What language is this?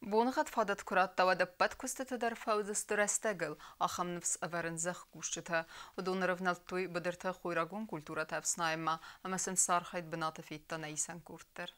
Ossetic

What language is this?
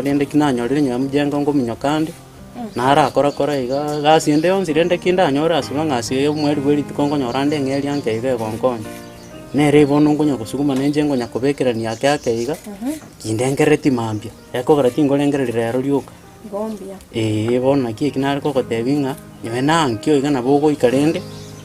Gusii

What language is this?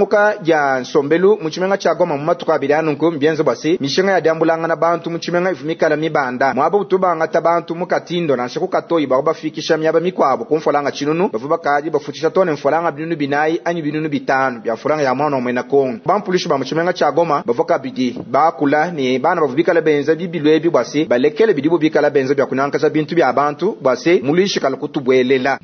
Luba-Lulua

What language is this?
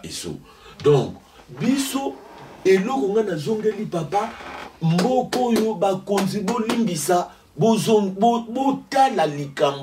Lingala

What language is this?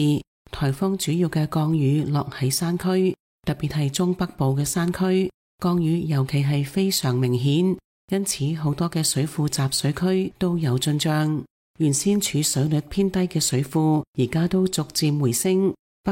Cantonese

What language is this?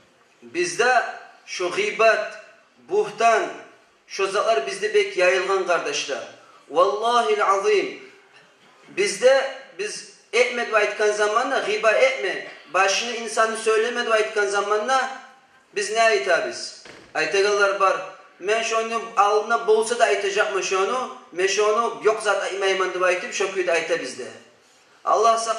Kumyk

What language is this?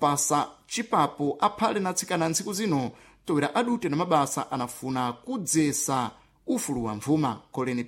Sena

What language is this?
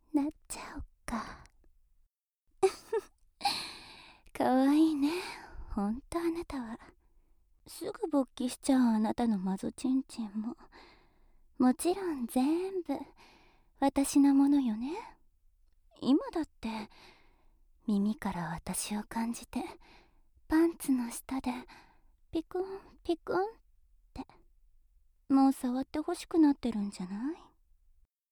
Japanese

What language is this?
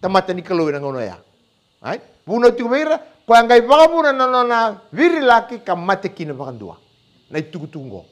Fijian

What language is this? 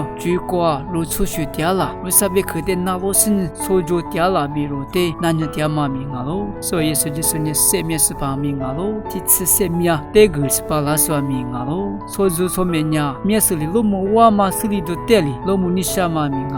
Lisu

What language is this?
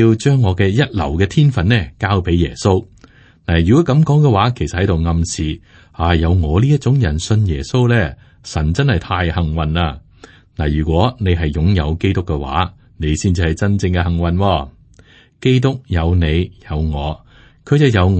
Cantonese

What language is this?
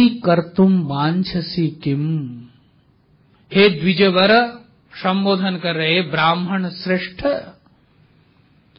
Hindi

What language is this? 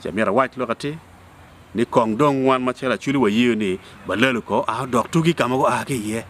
Acoli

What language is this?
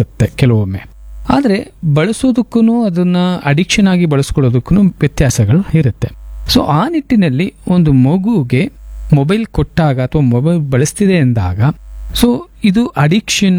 Kannada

